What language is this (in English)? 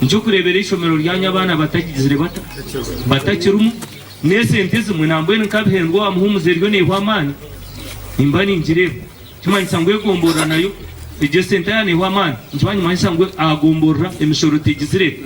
Nyankole